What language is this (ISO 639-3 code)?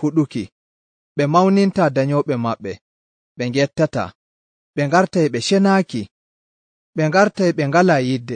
fuv